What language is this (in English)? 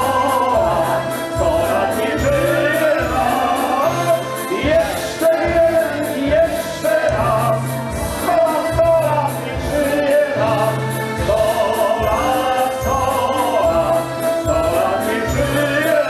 Polish